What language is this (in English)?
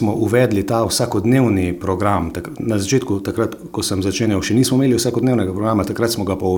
Slovenian